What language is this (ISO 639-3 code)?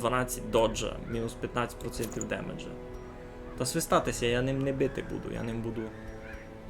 rue